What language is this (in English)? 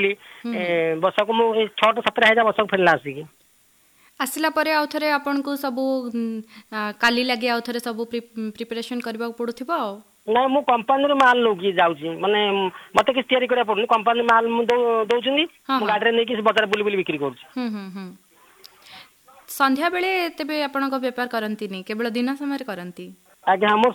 Odia